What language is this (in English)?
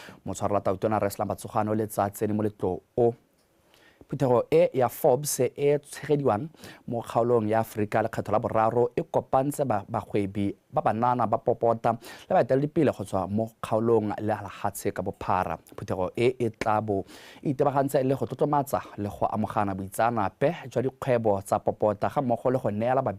Tswana